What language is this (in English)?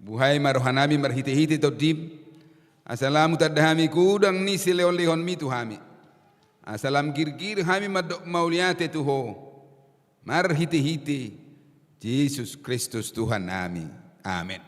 Batak Toba